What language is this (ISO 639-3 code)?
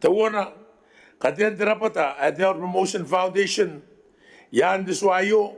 gil